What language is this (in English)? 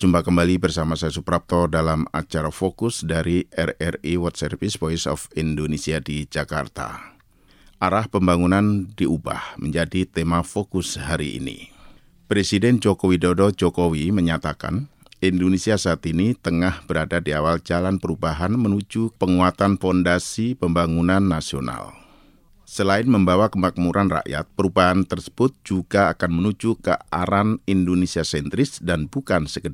Indonesian